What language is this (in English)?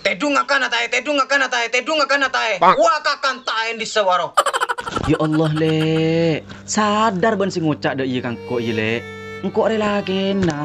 Madurese